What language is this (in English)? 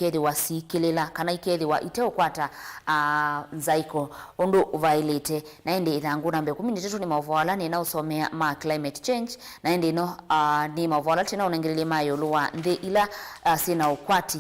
Kamba